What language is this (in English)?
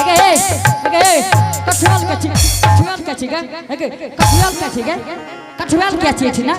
Angika